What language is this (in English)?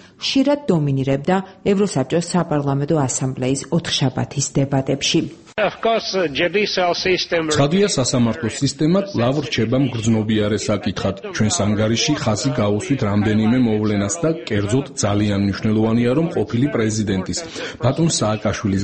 Georgian